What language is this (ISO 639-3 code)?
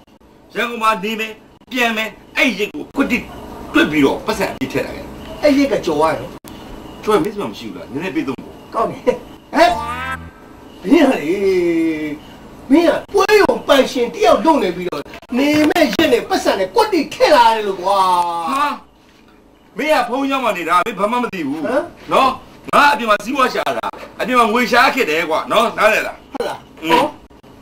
mya